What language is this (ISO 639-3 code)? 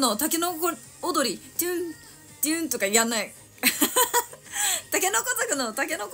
jpn